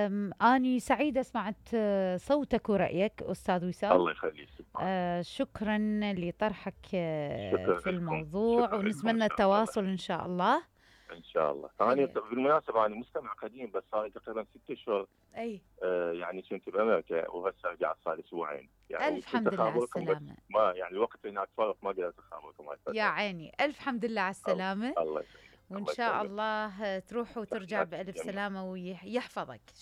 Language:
Mesopotamian Arabic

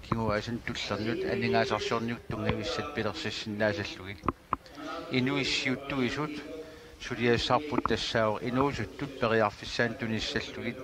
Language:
Kalaallisut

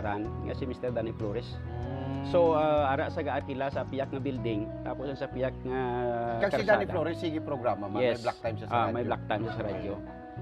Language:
Hiligaynon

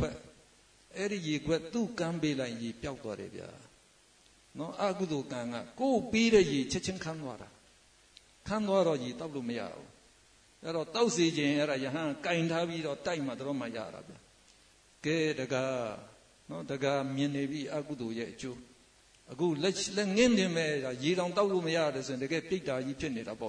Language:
Burmese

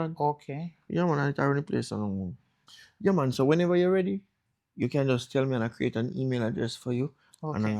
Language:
Jamaican Creole English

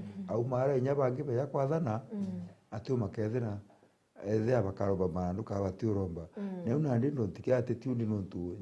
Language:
Meru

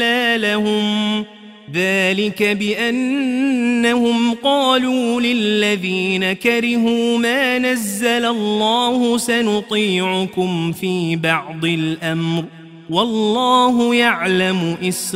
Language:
Arabic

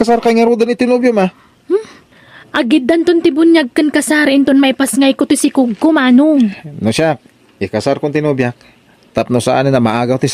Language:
Iloko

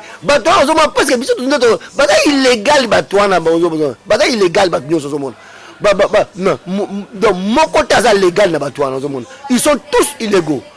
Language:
Lingala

